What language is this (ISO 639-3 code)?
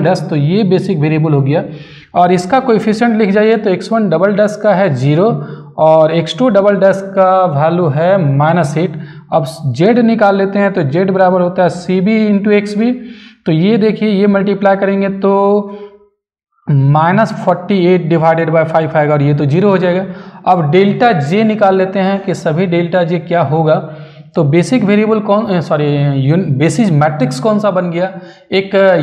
hin